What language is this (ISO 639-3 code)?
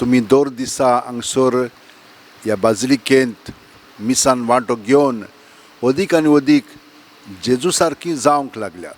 kok